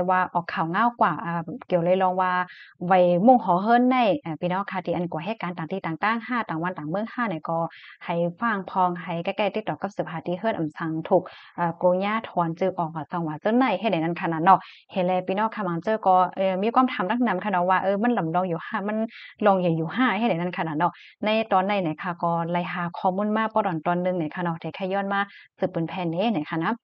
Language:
Shan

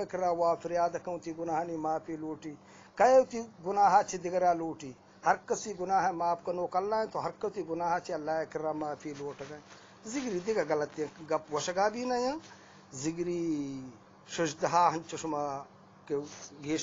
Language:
Eastern Balochi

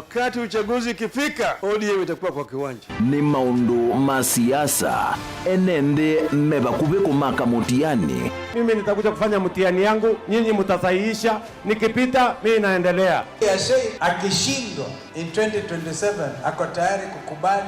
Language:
Kamba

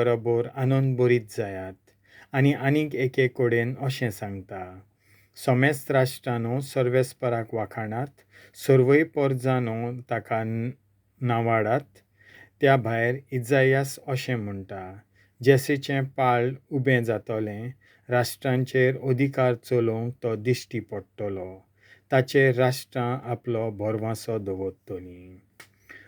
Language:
Konkani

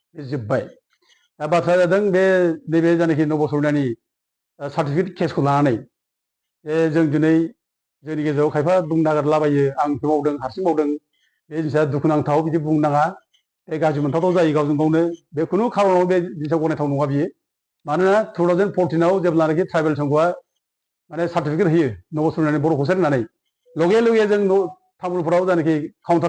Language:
Bodo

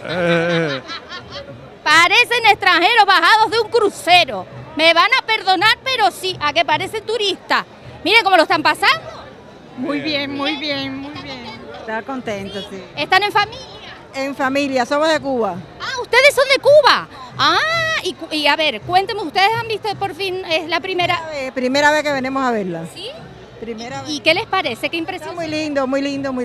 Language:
Spanish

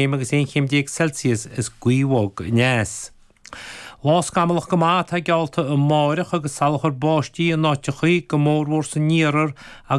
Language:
Irish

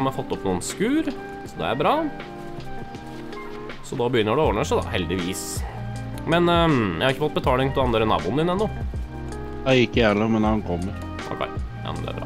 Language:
Norwegian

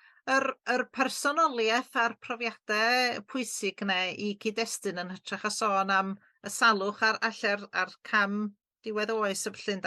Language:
Welsh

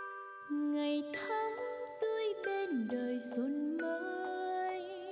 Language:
Vietnamese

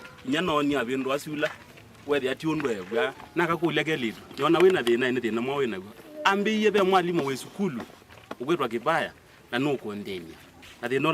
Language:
Kamba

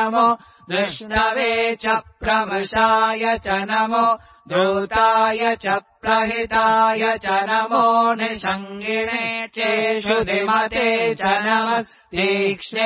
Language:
Sanskrit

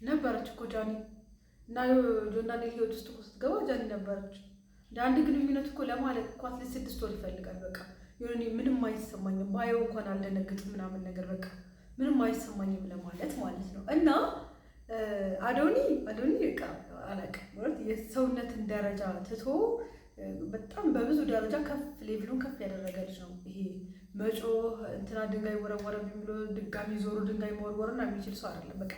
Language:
Amharic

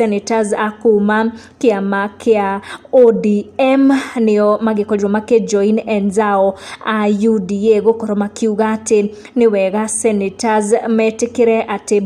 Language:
Kikuyu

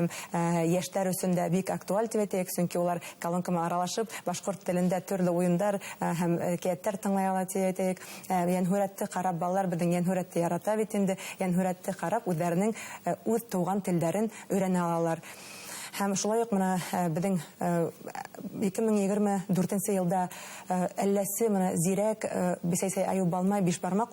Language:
Bashkir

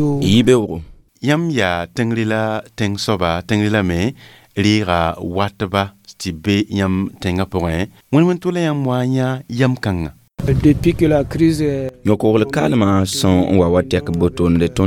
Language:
Mossi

